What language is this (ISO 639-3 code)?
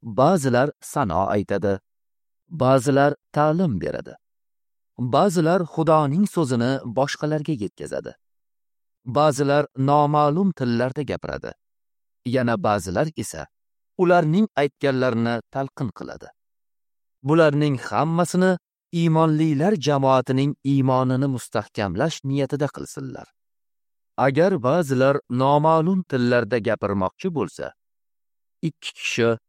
uzb